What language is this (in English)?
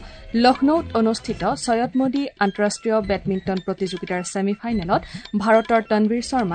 Assamese